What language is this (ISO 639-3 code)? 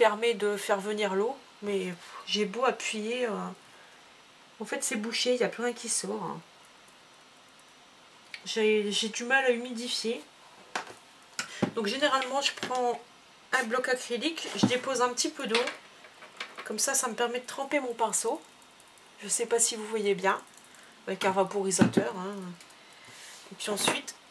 fra